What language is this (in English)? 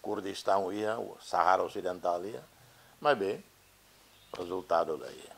Tetum